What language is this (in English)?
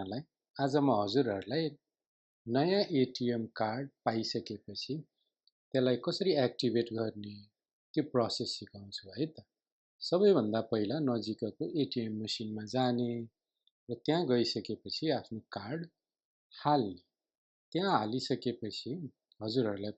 Nepali